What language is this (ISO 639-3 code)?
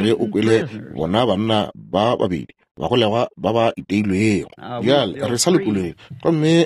nso